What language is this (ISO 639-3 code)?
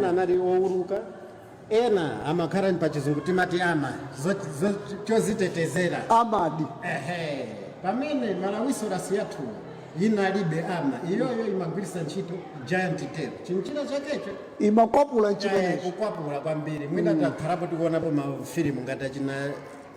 nya